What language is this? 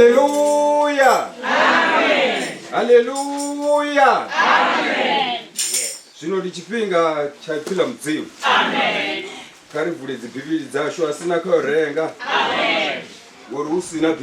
Venda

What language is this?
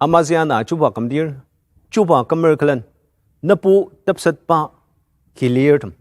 Ao Naga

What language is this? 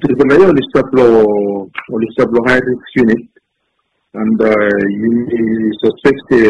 Bislama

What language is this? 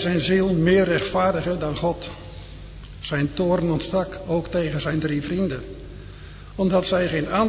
Dutch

